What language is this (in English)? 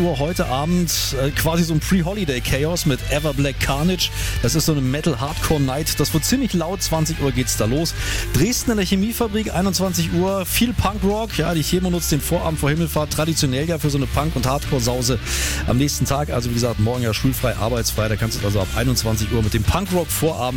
German